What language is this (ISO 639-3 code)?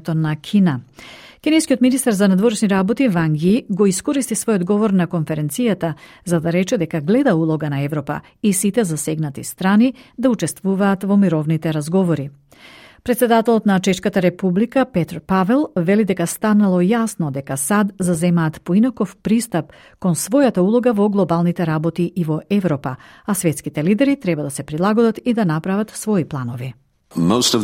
mkd